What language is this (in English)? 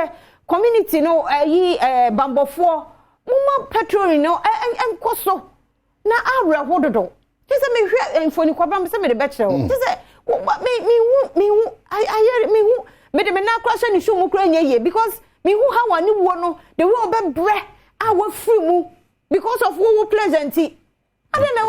Akan